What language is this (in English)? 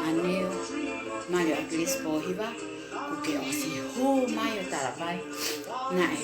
Tongan